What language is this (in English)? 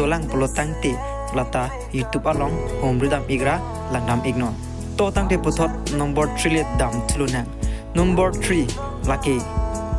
Karbi